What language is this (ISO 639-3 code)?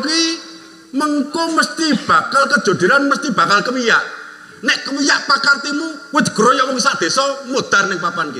jav